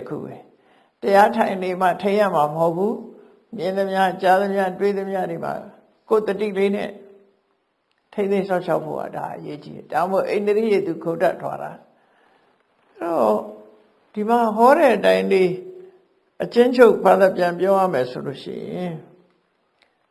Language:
Burmese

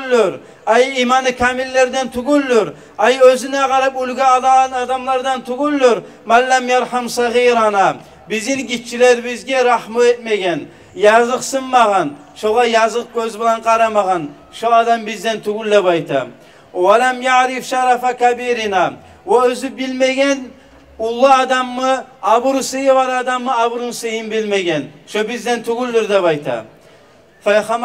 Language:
Kumyk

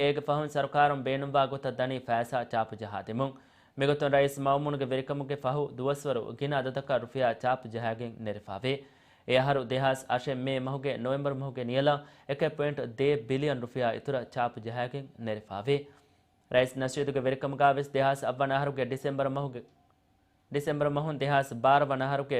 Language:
Divehi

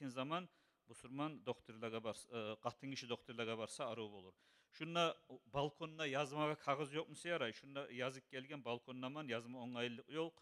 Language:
Kumyk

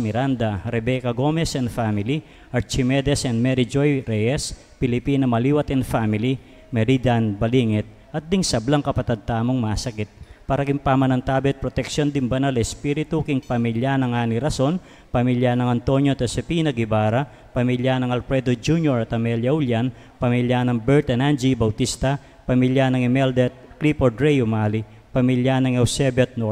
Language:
Pampanga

